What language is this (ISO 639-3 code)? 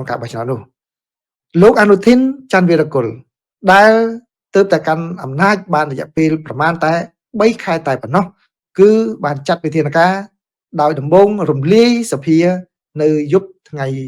khm